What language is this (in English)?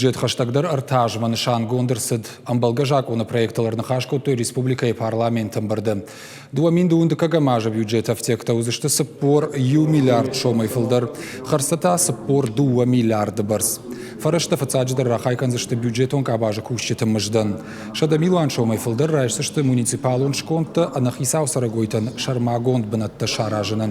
Ossetic